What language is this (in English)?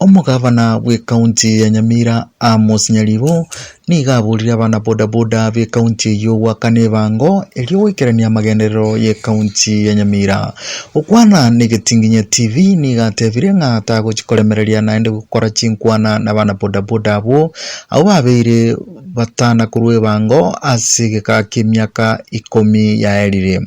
Gusii